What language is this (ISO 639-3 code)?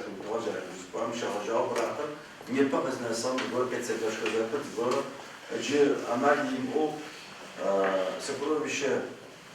ady